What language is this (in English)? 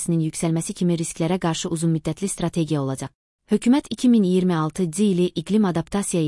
Azerbaijani